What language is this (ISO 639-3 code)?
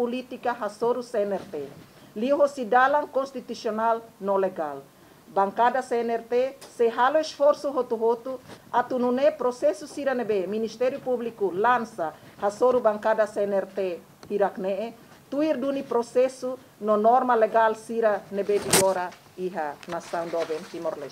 tet